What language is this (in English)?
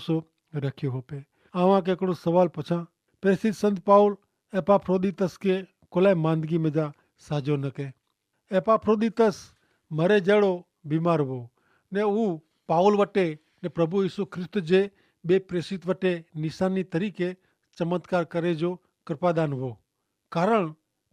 Kachhi